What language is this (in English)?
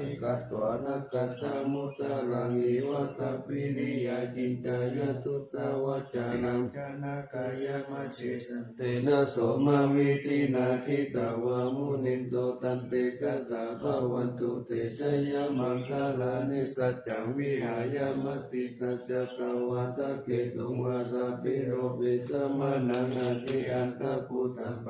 Pali